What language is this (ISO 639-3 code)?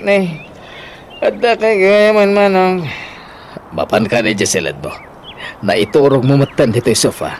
ilo